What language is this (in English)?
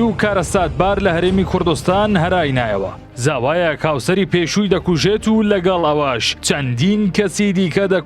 Central Kurdish